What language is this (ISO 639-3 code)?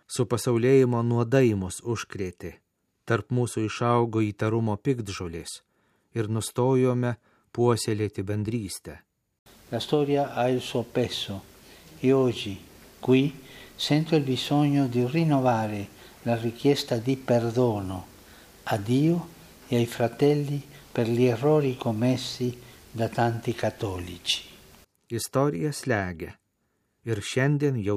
lit